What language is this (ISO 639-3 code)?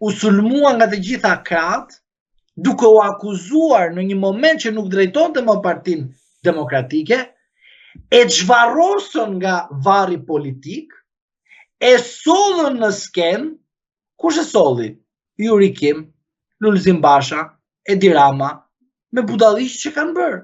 sqi